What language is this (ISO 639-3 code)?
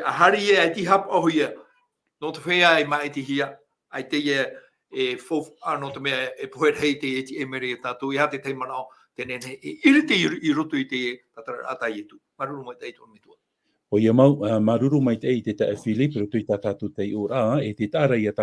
tah